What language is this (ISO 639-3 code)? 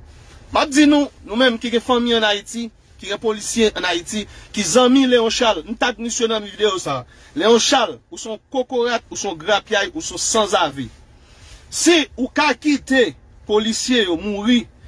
hat